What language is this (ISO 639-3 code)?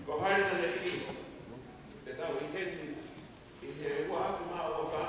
ton